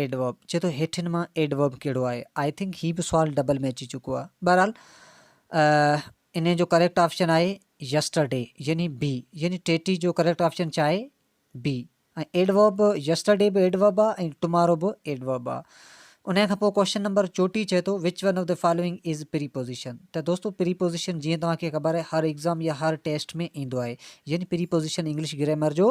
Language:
Sindhi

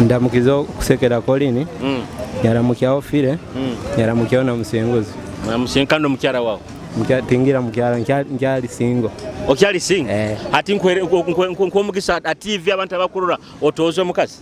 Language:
Nyoro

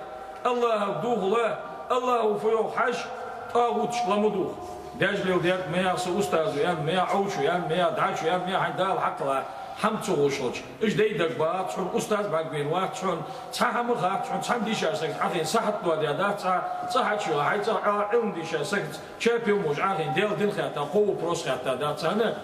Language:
Ingush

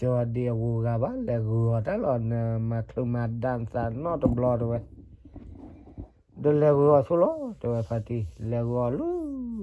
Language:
S'gaw Karen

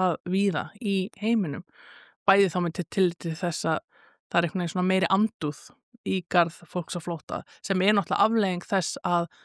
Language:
Icelandic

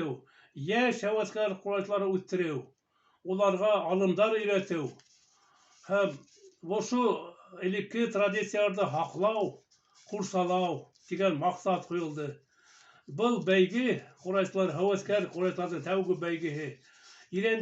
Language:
Bashkir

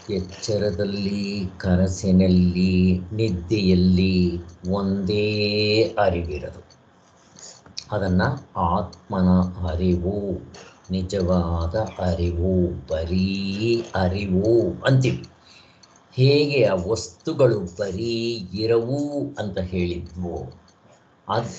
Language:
Kannada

